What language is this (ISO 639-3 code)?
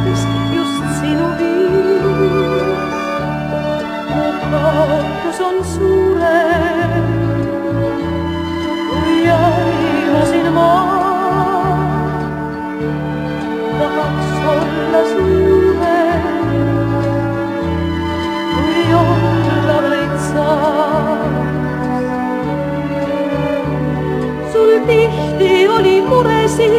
est